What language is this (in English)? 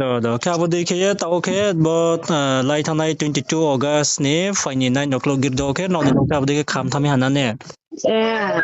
Riang (India)